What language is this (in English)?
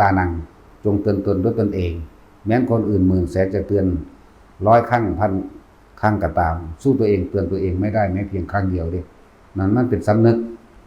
Northeastern Thai